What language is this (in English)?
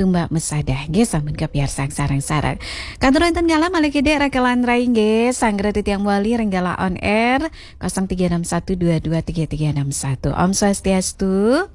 Balinese